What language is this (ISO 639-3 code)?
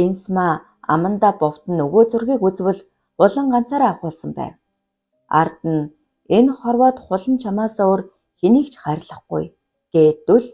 mon